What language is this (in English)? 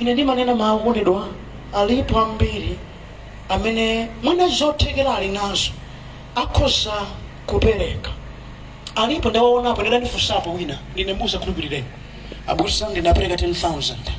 Nyanja